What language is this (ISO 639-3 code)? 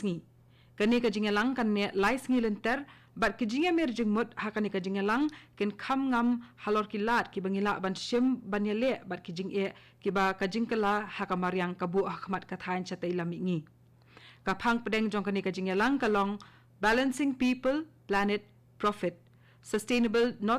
kha